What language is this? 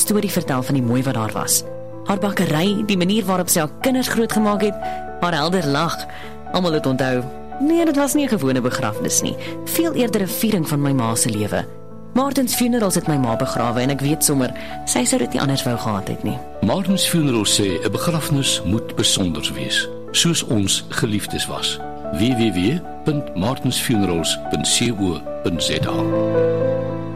Afrikaans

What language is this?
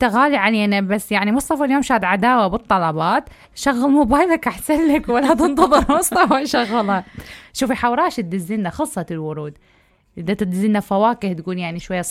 Mesopotamian Arabic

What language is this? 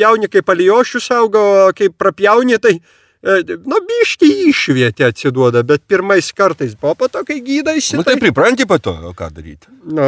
Lithuanian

